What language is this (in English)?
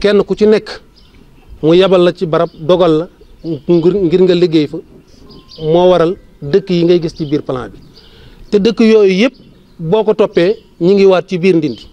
Wolof